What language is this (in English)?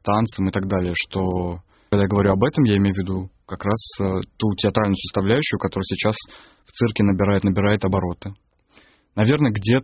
Russian